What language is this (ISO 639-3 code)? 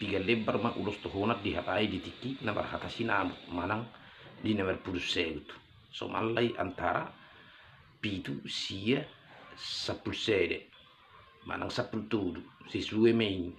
bbc